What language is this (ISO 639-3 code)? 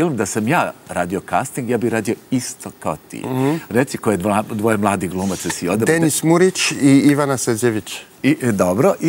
srp